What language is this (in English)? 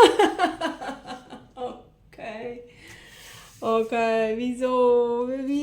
Swiss German